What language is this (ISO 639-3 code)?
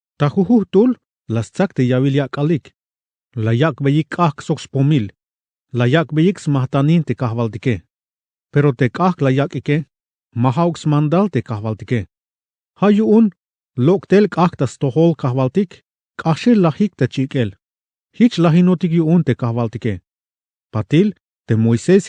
tzh